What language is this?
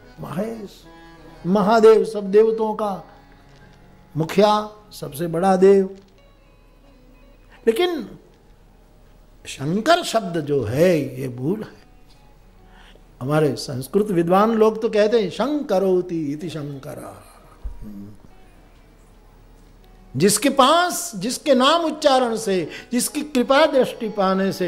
Hindi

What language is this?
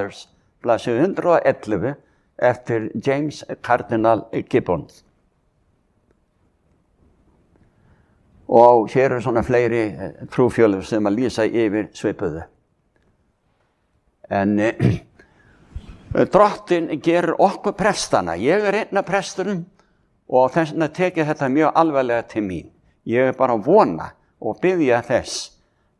Icelandic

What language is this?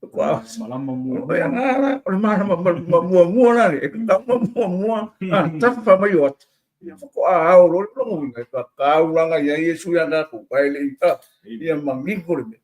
Samoan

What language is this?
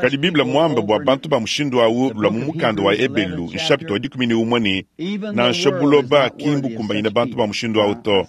Luba-Lulua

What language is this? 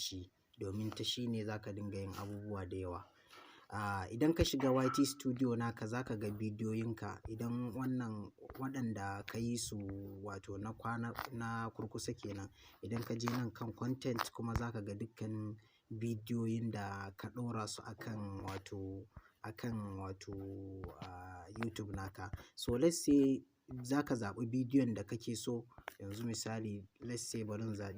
Hausa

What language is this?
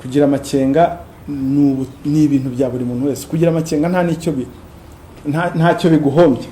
Kinyarwanda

